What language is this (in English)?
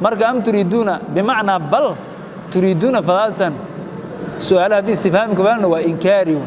Somali